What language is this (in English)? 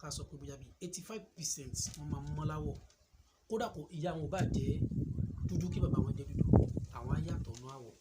Yoruba